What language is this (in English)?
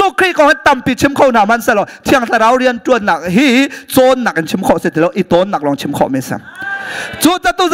Hakha Chin